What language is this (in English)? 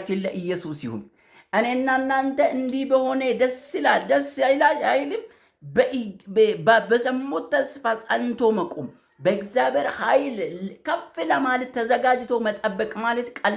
Amharic